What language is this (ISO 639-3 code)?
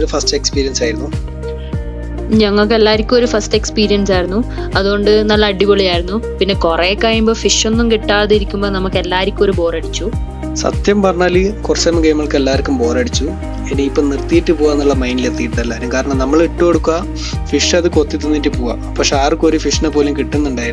mal